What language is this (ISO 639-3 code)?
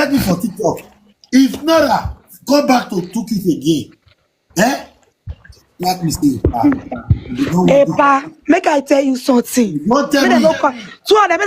pcm